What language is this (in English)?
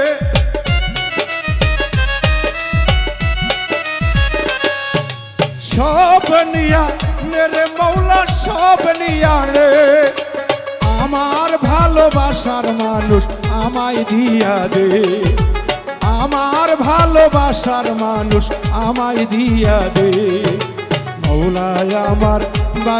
Bangla